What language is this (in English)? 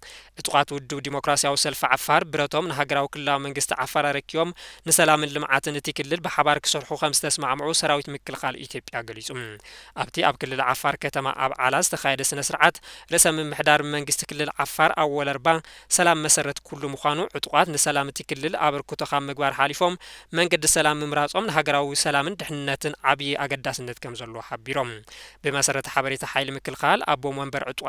Tigrinya